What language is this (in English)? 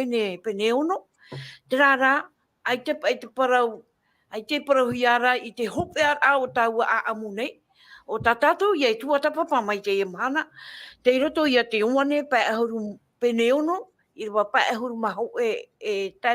Tahitian